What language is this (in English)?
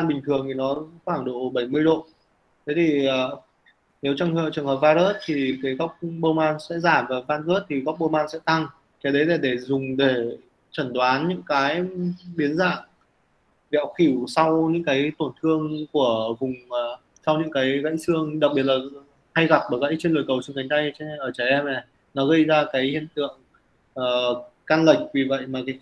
Vietnamese